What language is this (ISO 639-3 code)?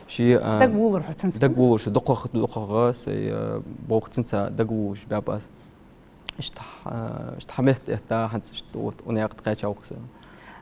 inh